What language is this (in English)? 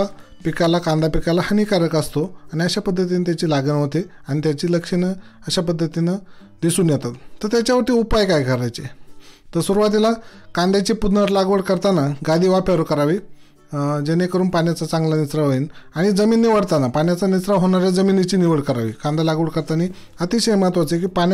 Marathi